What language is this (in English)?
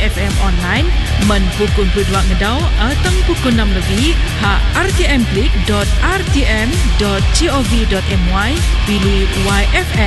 Malay